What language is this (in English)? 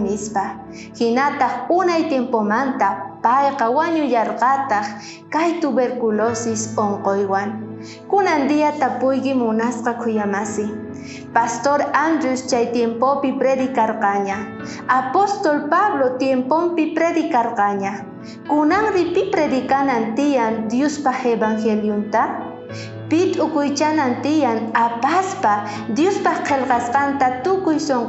South Bolivian Quechua